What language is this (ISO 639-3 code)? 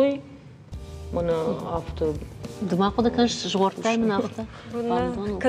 oss